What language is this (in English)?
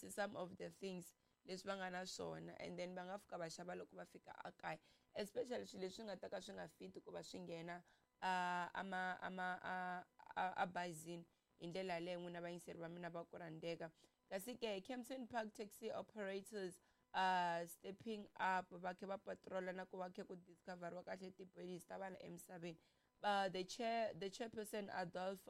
Tsonga